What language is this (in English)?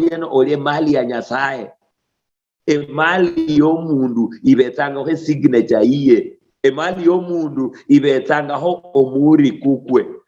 Luyia